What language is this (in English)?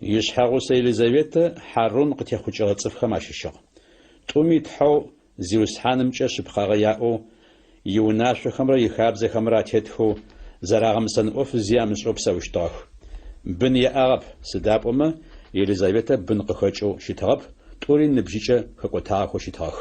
Adyghe